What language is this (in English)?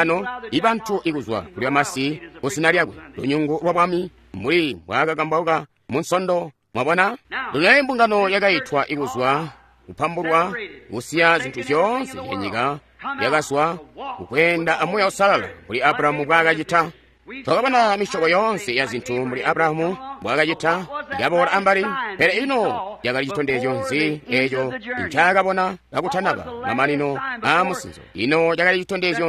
Tonga (Zambia)